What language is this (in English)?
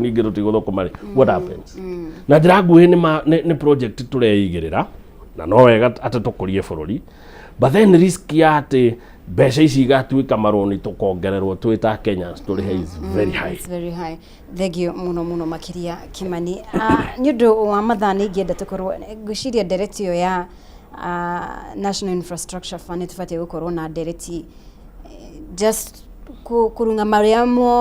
Kikuyu